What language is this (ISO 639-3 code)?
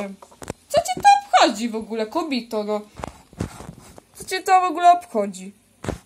pol